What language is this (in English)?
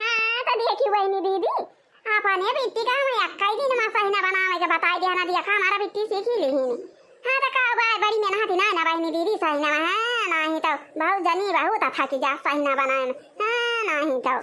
Awadhi